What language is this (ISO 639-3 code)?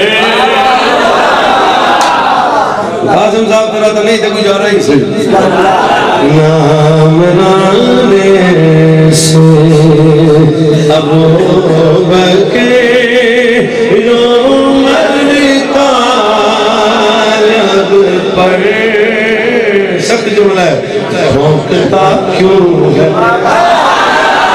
urd